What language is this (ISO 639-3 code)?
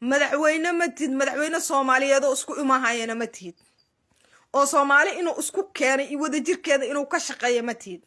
som